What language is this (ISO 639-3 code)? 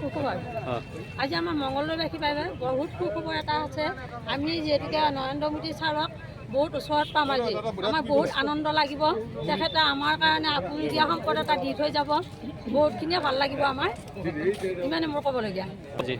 asm